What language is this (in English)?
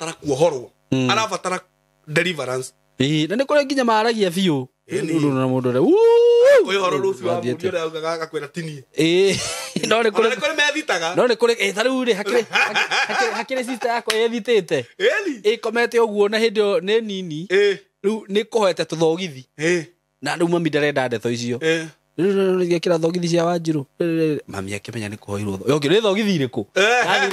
Kikuyu